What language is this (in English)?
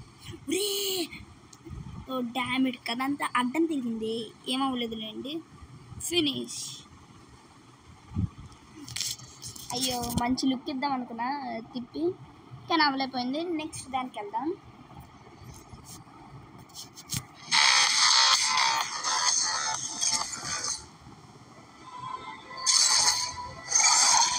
Telugu